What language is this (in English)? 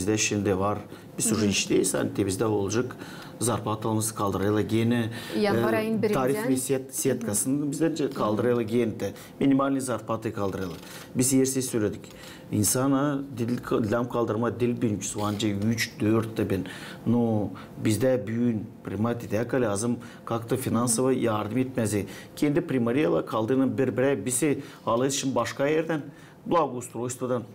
Gagauz